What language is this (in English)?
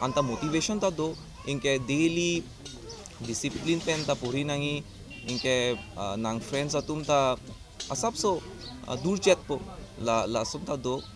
Karbi